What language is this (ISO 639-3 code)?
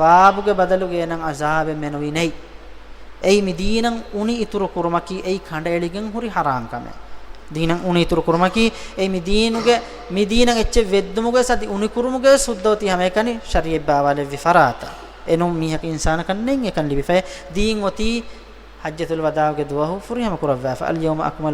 div